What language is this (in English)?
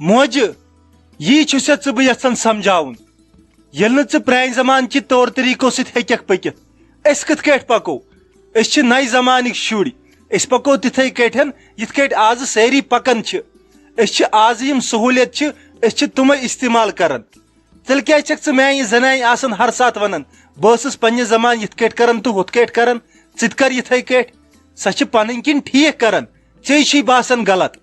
Kashmiri